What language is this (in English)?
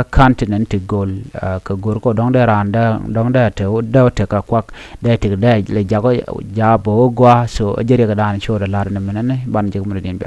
Nuer